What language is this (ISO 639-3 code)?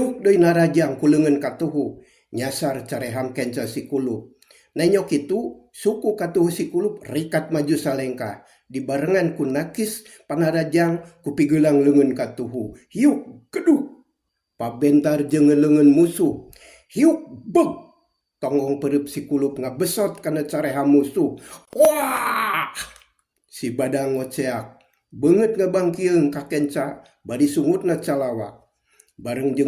sun